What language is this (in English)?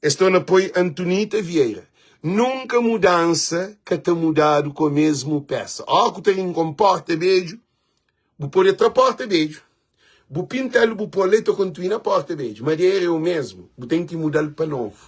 Kabuverdianu